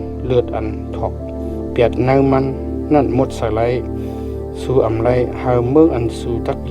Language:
Shan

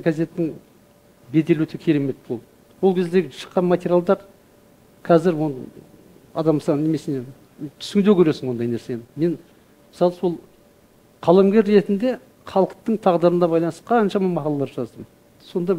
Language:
Kazakh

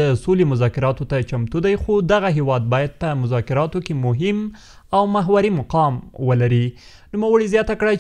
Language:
Pashto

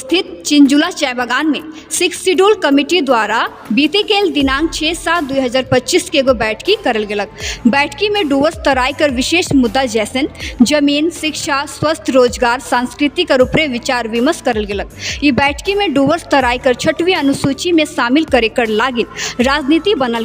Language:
Sadri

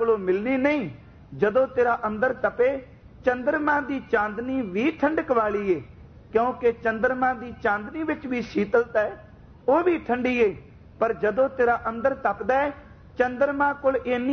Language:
Punjabi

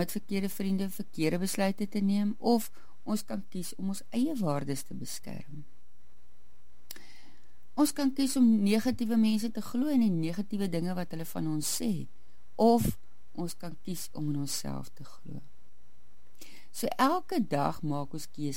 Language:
Afrikaans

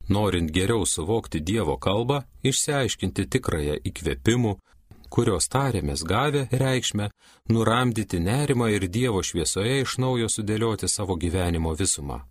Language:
Lithuanian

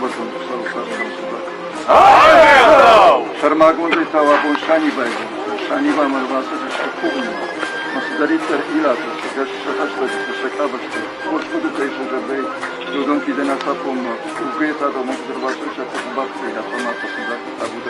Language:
Ossetic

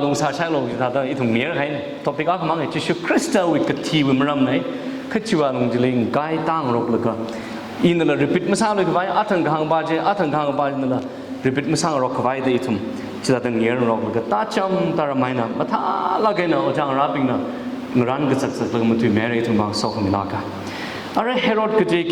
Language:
Tangkhul Naga (India)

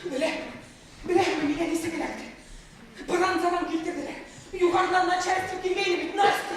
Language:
Bashkir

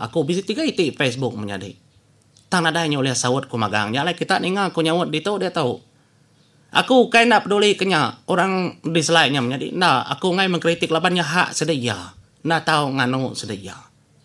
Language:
Iban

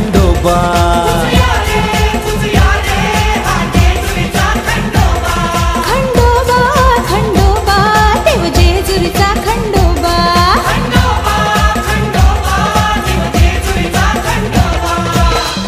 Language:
Marathi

